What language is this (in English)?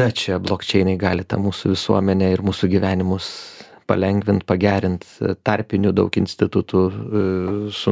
Lithuanian